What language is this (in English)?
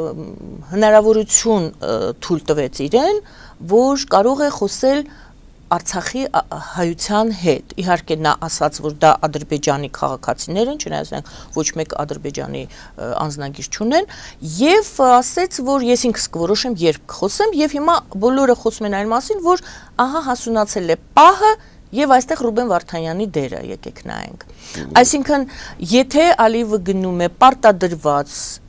Armenian